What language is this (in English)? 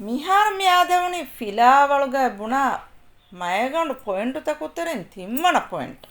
Divehi